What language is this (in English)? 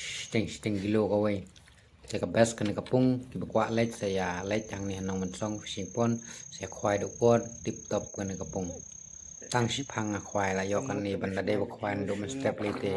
Khasi